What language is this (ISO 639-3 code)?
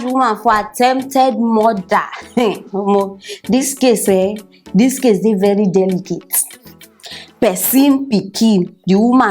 pcm